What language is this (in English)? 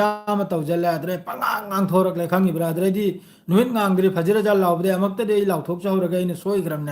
Manipuri